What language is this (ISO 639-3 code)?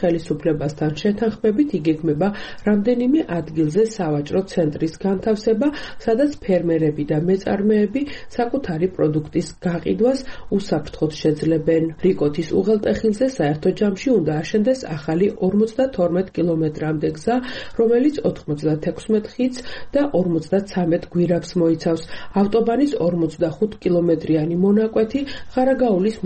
kat